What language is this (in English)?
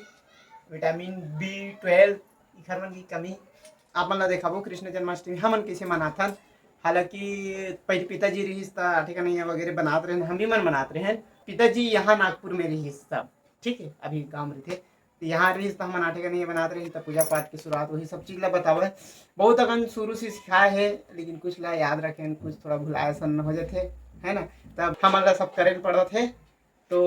Chhattisgarhi